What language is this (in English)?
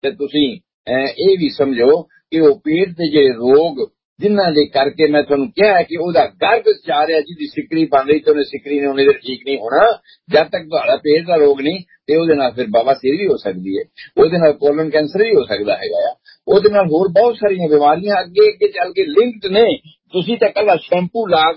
Punjabi